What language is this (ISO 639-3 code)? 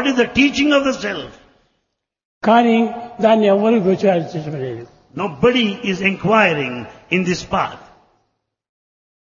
tel